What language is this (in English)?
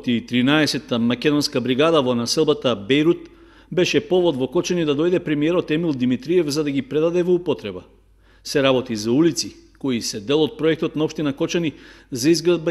Macedonian